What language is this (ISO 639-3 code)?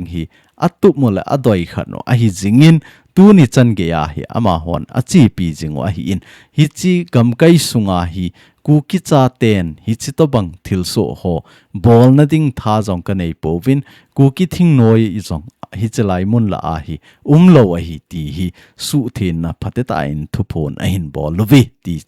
tcz